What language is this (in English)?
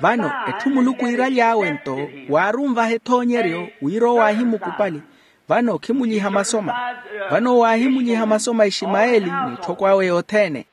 Makhuwa